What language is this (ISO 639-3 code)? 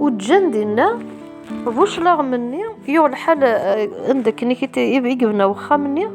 kab